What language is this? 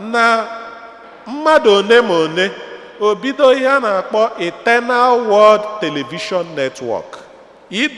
Igbo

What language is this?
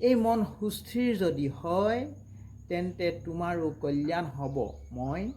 Assamese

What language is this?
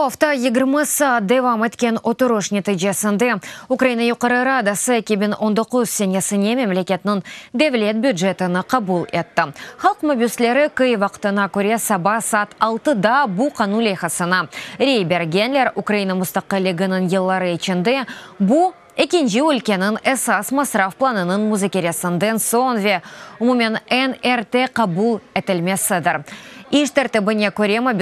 Crimean Tatar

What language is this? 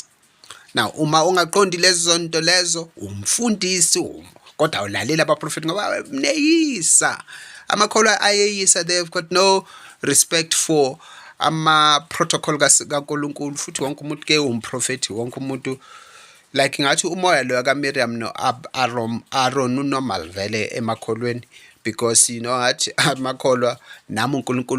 Zulu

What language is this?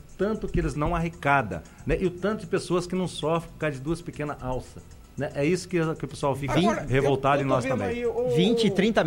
Portuguese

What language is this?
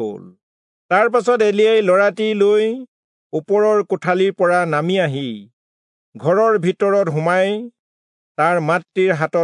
Assamese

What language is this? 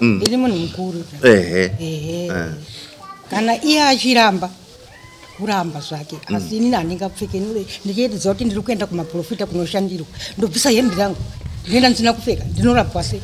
Shona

